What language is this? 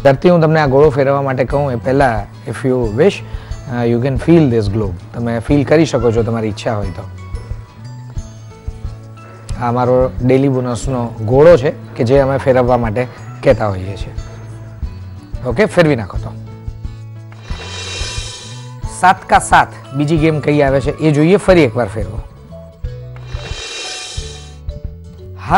Gujarati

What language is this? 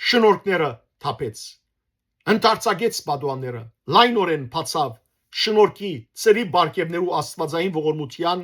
Western Armenian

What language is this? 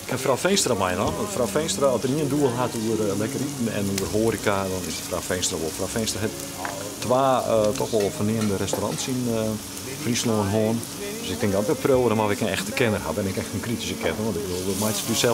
Western Frisian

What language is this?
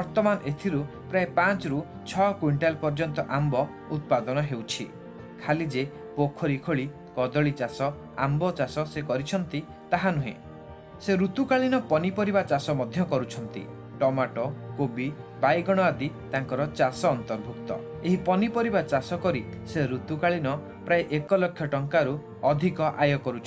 Odia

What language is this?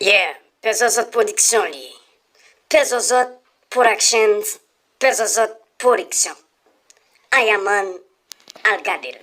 Haitian Creole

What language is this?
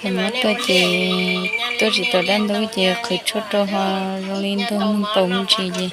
Hmong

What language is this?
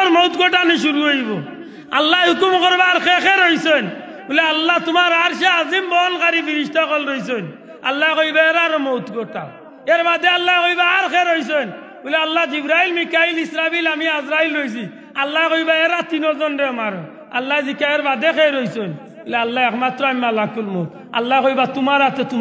Sylheti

